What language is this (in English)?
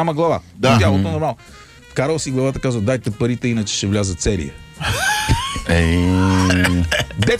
Bulgarian